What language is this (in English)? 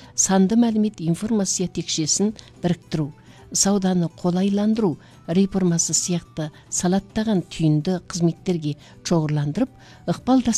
Kazakh